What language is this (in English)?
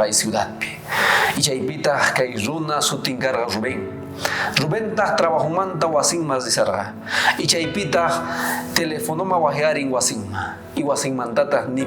South Bolivian Quechua